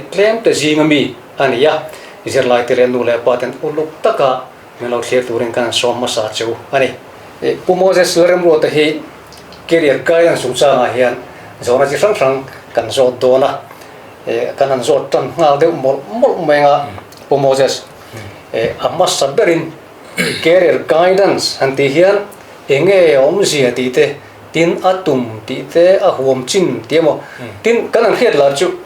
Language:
Mizo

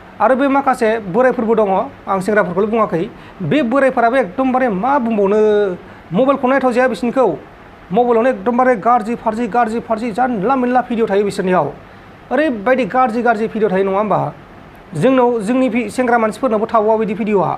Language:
Bodo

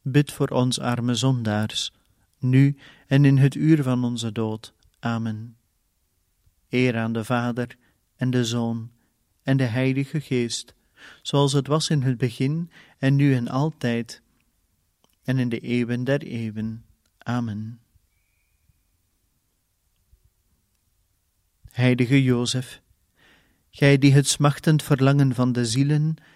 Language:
Dutch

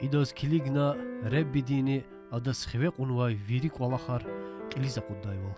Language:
Lezghian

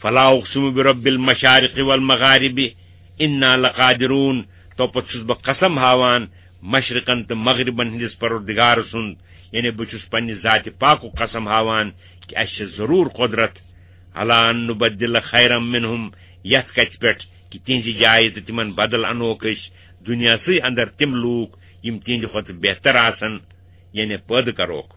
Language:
Kashmiri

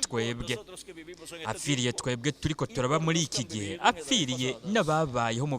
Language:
Rundi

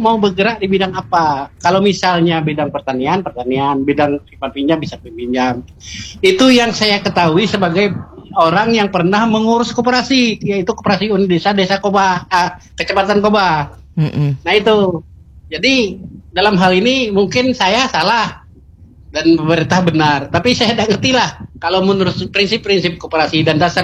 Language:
Indonesian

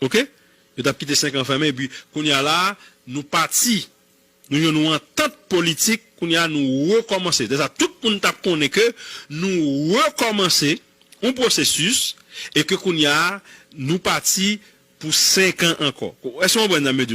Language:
Haitian Creole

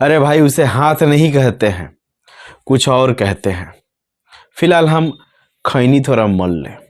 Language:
Bhojpuri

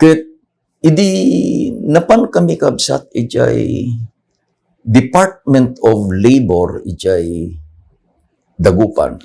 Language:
Iloko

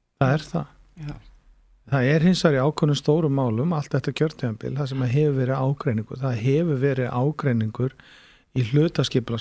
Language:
Icelandic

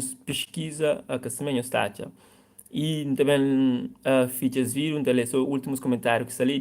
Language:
Kabuverdianu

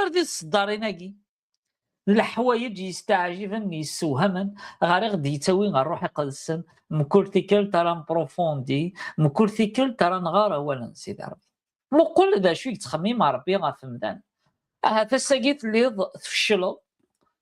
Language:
Kabyle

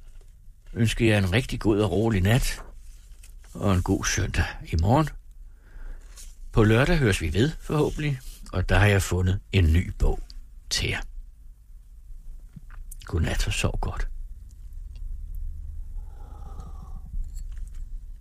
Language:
Danish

